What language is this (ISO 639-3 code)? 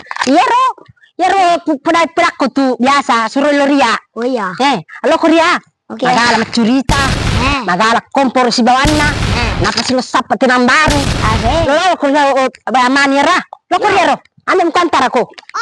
bug